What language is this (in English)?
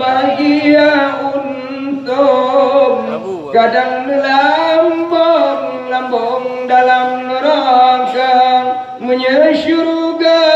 Achinese